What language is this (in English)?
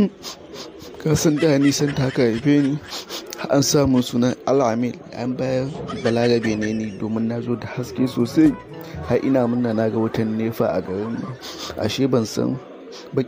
Hausa